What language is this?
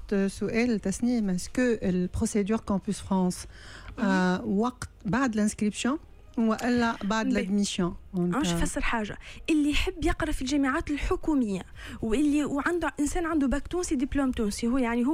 Tunisian Arabic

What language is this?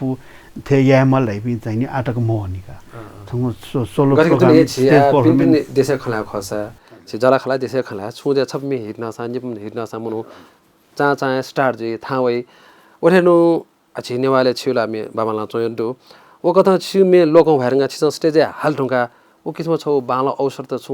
Newari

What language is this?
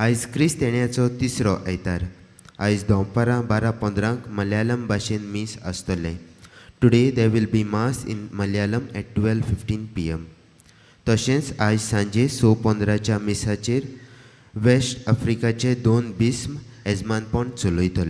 Konkani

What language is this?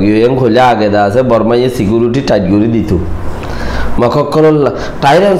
Rohingya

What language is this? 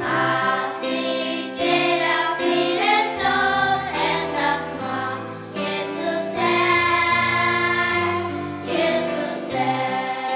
Faroese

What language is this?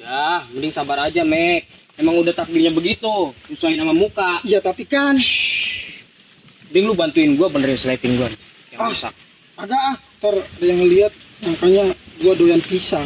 Betawi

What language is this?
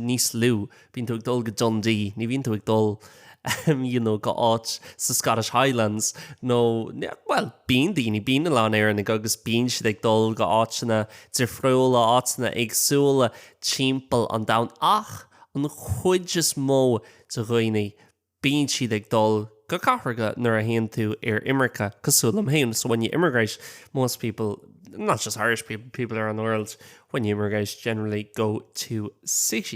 Irish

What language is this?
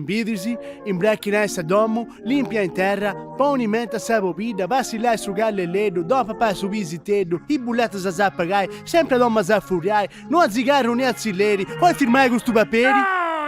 Sardinian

